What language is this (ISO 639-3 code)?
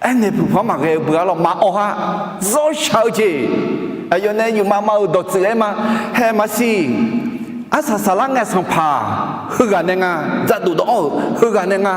ahk